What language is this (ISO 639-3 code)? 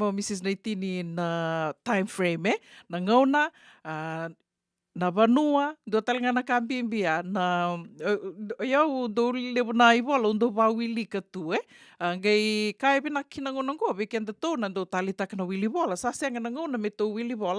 fij